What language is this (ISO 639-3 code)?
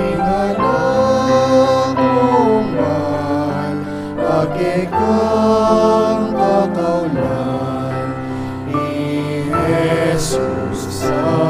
pam